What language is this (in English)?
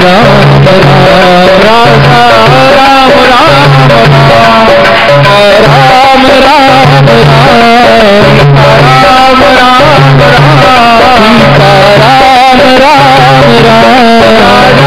Hindi